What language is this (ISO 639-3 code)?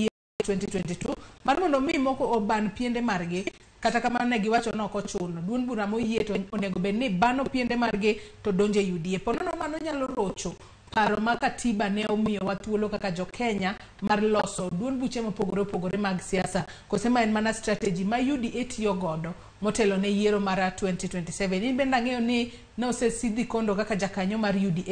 luo